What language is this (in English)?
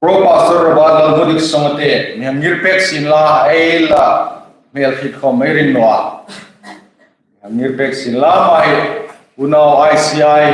Hmar